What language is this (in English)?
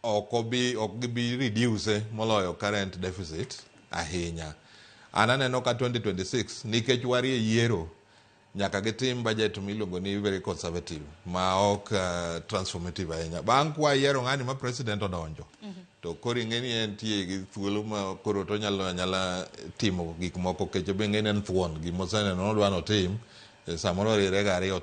Luo (Kenya and Tanzania)